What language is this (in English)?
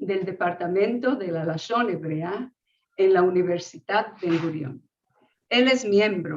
Ladino